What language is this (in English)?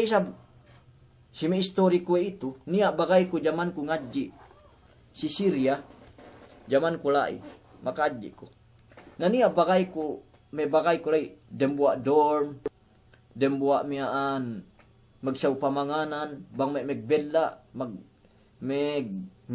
Yakan